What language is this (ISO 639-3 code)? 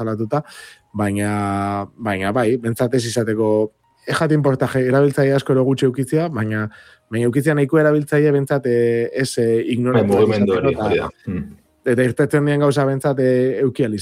eus